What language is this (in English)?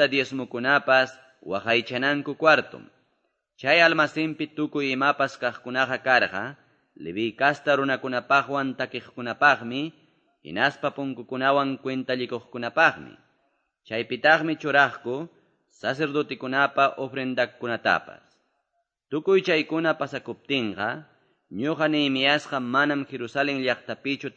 Quechua